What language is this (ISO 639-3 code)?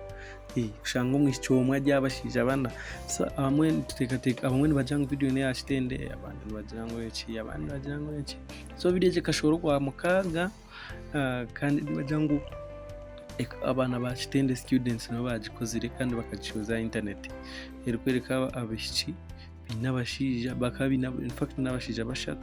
nyn